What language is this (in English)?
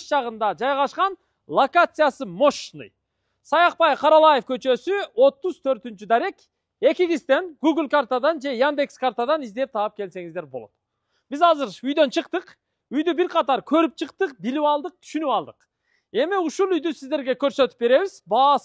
Kyrgyz